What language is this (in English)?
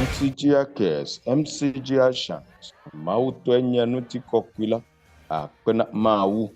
Ewe